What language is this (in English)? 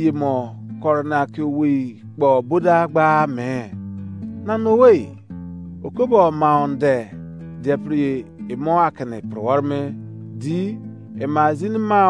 Izon